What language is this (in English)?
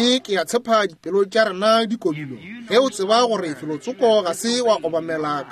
Northern Sotho